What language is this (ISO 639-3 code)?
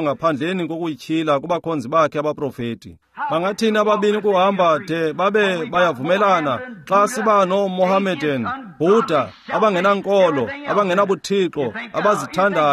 xho